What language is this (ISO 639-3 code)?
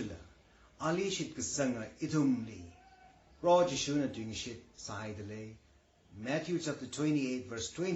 nmf